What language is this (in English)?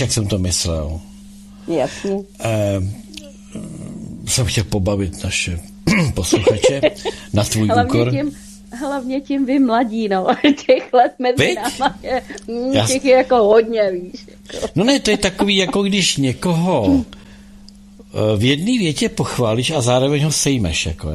Czech